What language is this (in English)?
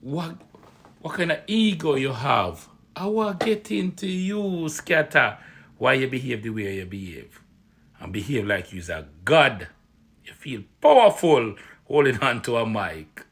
Jamaican Creole English